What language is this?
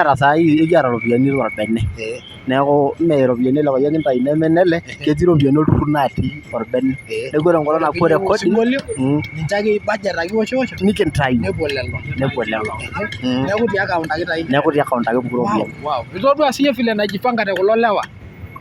Masai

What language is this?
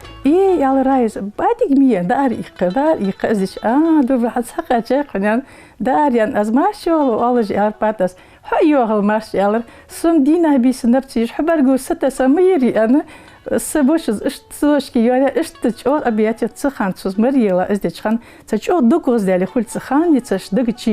Ingush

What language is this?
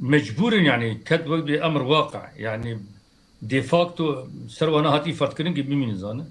Kurdish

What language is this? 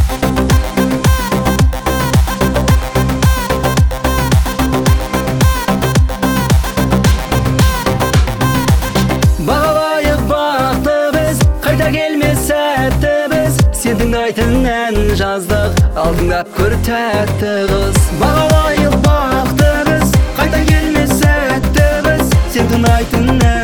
Kazakh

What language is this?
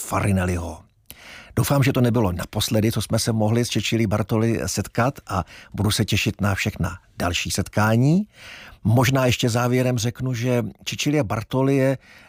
Czech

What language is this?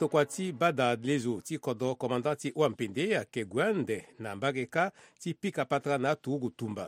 Sango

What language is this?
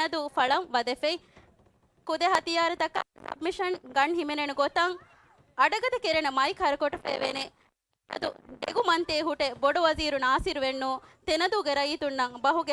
Divehi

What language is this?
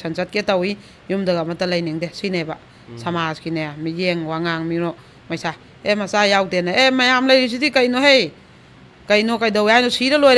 Manipuri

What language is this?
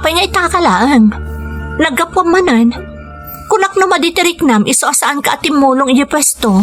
Iloko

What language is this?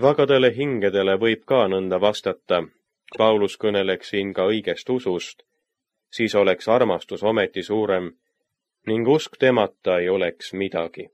Estonian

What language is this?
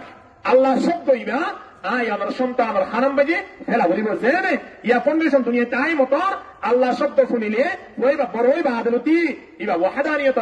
Rohingya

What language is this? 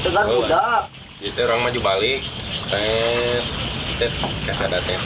Sundanese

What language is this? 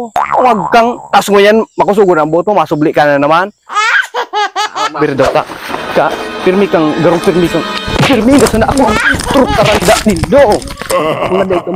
Bikol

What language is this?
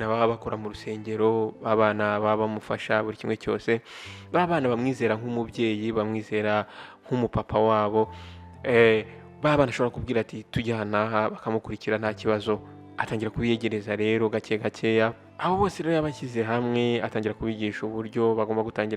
Kinyarwanda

